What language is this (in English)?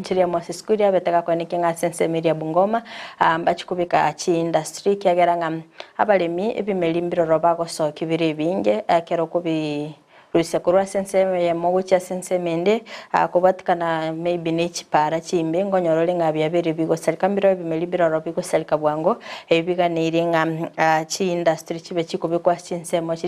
Gusii